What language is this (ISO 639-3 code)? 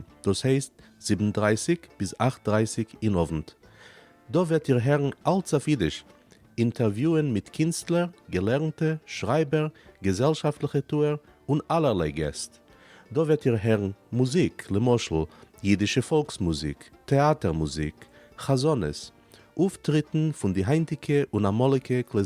yid